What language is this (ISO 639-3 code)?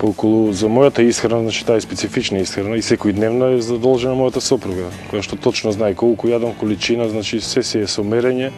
mkd